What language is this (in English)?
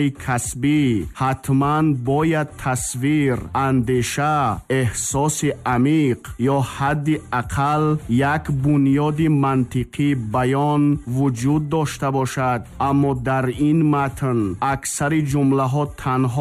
Tajik